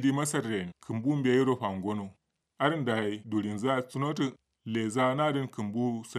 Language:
Kanuri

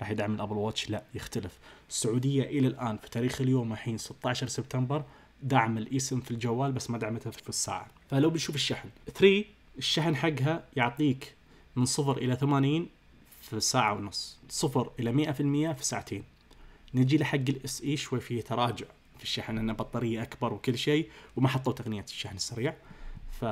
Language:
Najdi Arabic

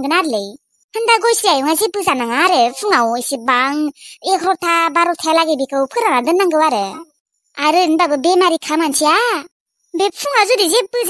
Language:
Bodo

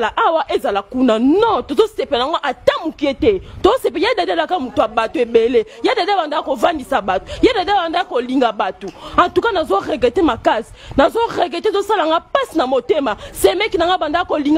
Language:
Lingala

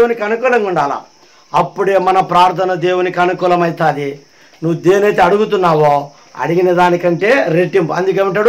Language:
Telugu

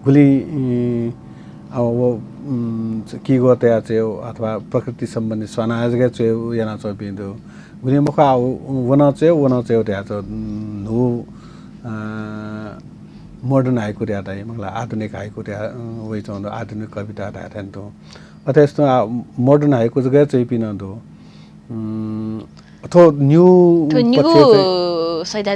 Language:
Newari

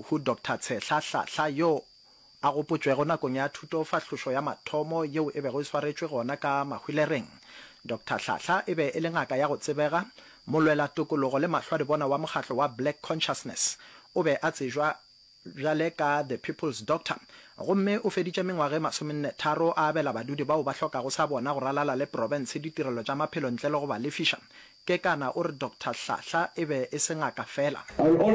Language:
Northern Sotho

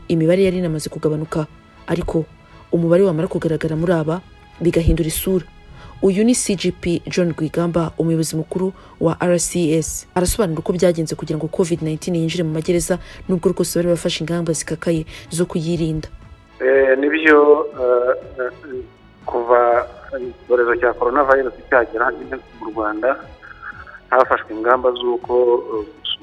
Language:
Kinyarwanda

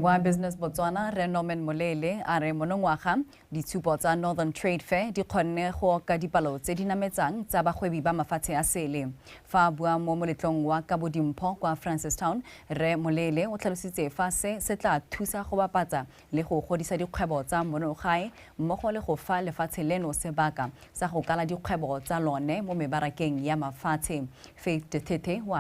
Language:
Tswana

